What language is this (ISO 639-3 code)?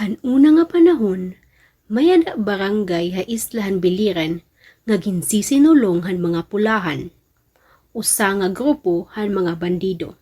war